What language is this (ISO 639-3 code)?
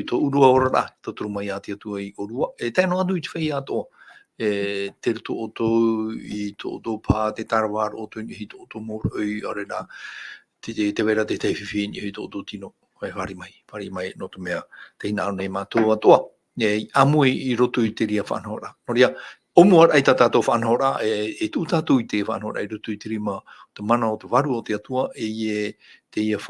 tah